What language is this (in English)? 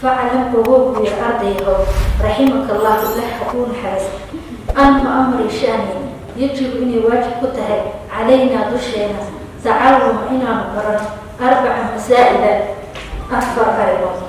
Somali